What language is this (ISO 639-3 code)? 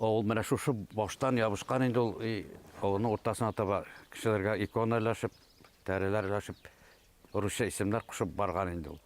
bak